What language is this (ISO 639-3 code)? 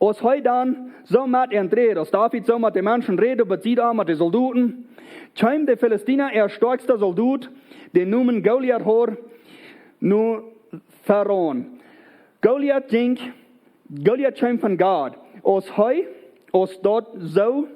pdt